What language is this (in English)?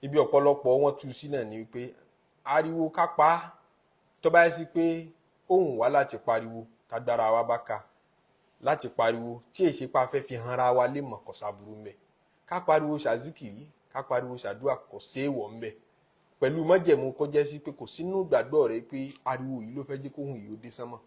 Yoruba